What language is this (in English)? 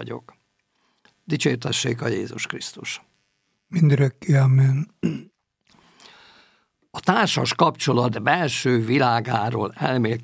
Hungarian